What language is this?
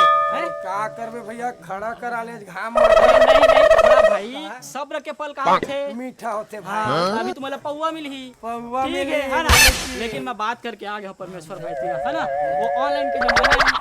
Chhattisgarhi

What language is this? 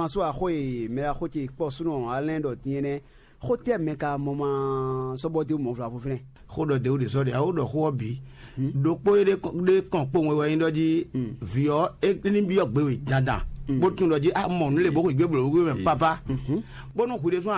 Fon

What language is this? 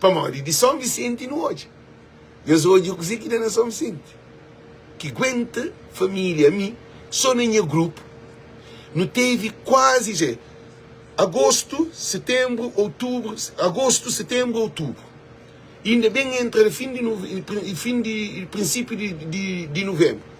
Kabuverdianu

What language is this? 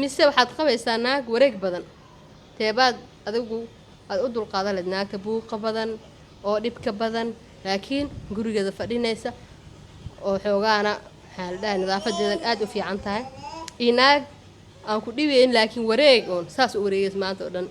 Somali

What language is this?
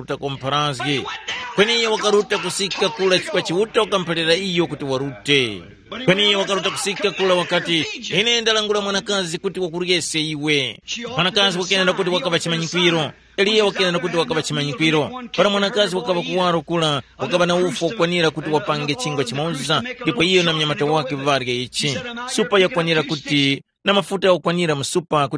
Tumbuka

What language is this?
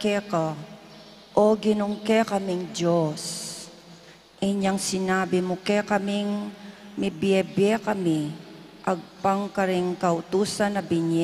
Pampanga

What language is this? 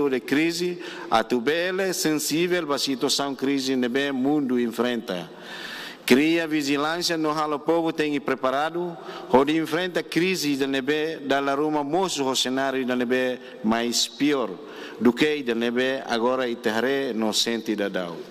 Tetum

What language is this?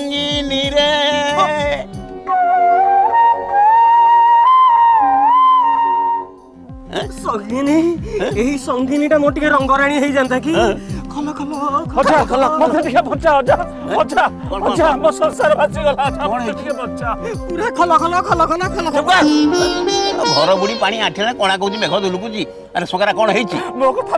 Odia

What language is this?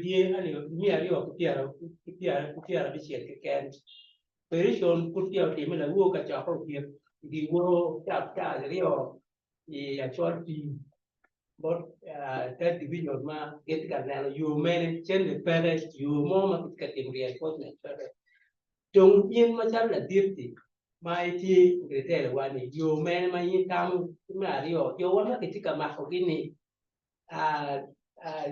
Acoli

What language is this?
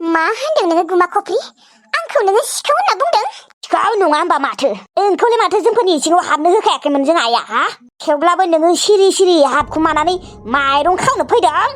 Bodo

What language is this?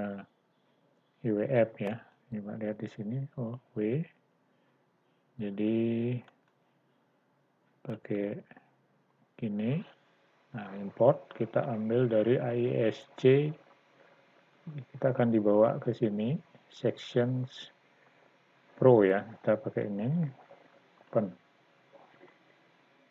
Indonesian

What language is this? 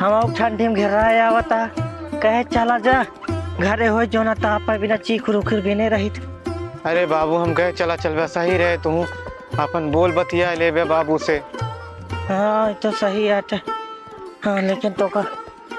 Awadhi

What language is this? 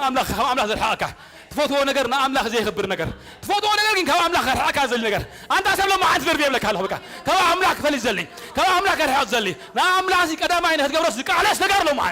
Tigrinya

